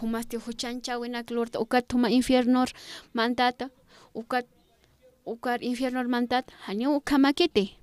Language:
Aymara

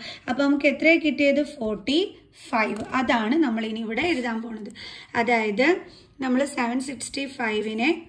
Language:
Malayalam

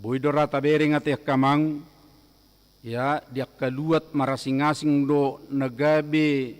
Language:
Batak Toba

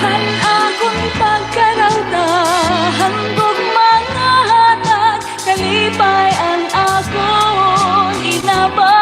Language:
Waray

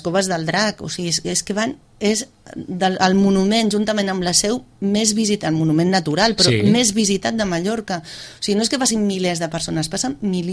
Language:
Catalan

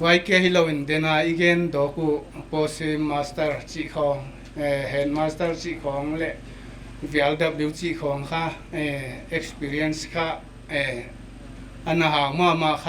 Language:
Paite Chin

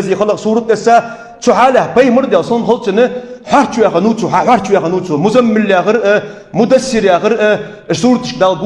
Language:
Ingush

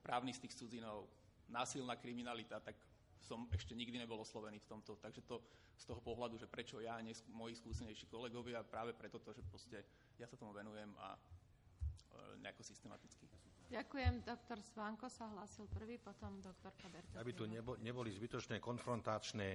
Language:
Slovak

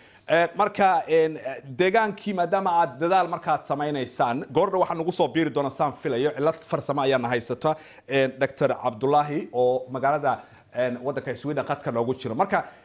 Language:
Somali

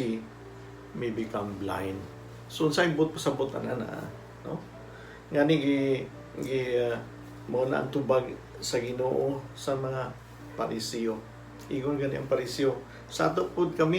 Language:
Cebuano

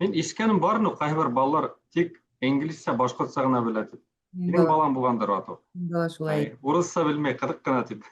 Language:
Bashkir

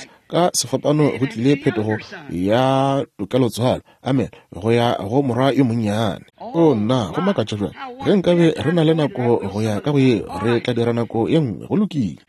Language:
Northern Sotho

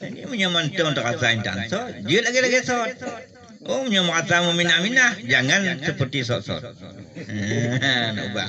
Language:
Achinese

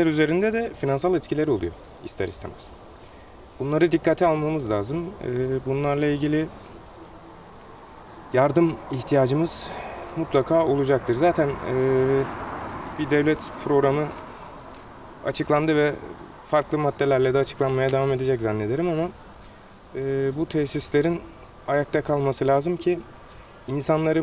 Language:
Turkish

